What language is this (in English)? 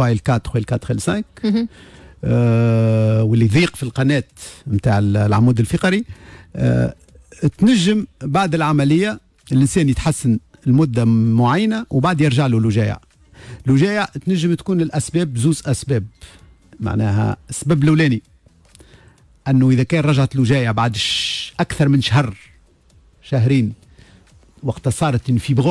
Tunisian Arabic